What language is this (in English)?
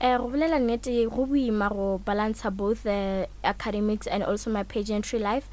Northern Sotho